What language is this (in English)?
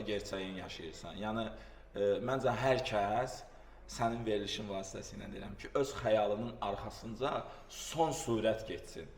Azerbaijani